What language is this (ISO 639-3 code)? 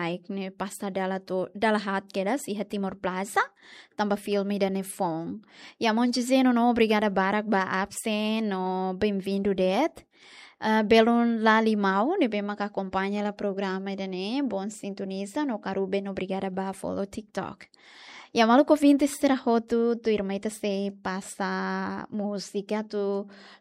tet